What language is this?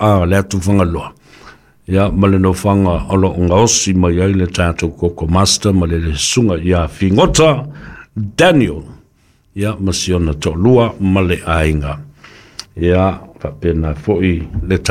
Samoan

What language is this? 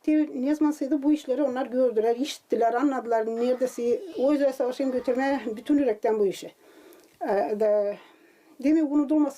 Gagauz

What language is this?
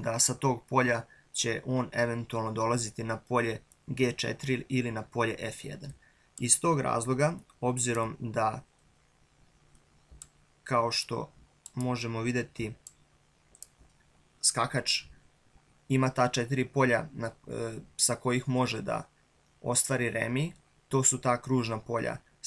Serbian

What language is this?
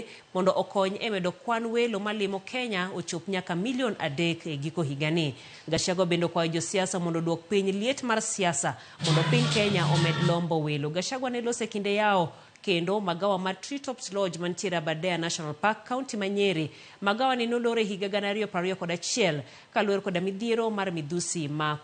Luo (Kenya and Tanzania)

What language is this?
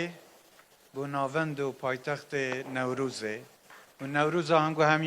Kurdish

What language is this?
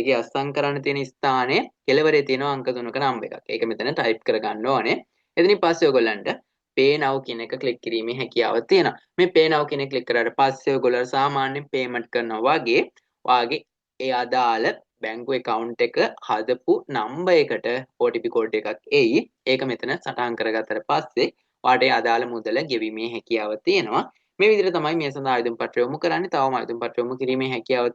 Sinhala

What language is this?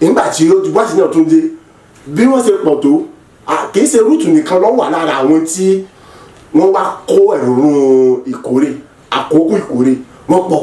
Yoruba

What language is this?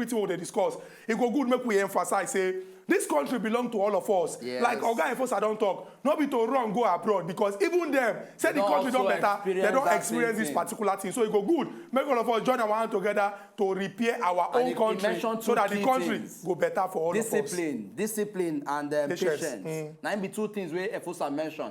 Nigerian Pidgin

